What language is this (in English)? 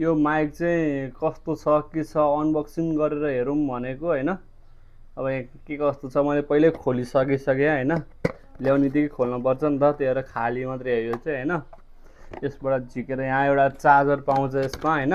Nepali